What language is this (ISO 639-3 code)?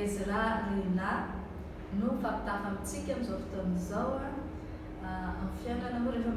mlg